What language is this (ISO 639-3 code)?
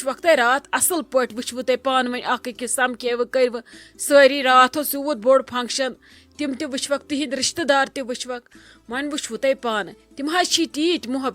kas